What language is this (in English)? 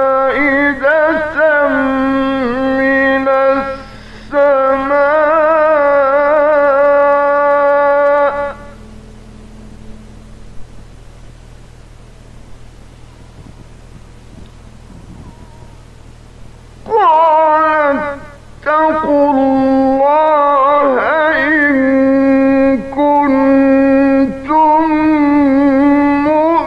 Arabic